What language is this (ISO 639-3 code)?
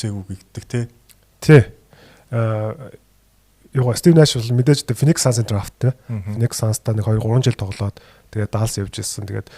mon